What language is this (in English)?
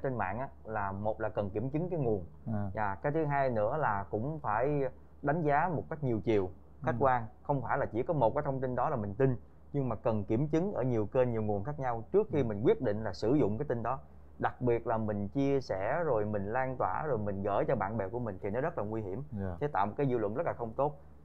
Vietnamese